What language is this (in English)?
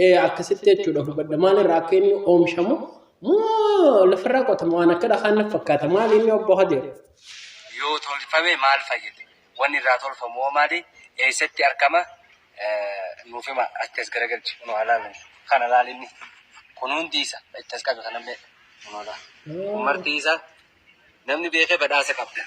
Oromo